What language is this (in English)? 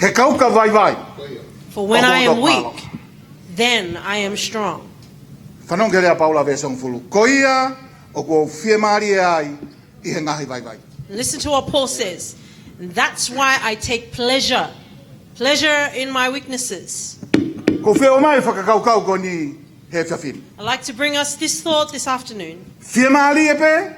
Tongan